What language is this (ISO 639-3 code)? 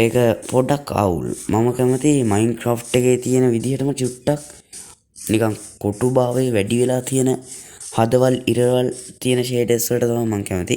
sin